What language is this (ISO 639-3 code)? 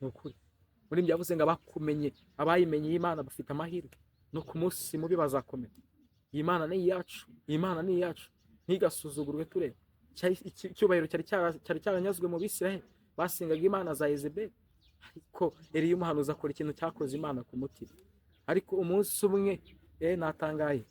kin